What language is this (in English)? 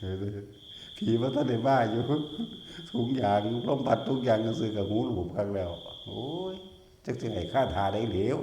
Northeastern Thai